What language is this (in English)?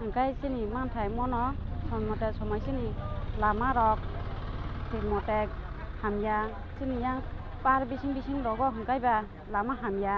Kok Borok